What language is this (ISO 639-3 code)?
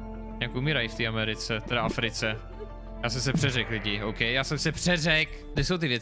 ces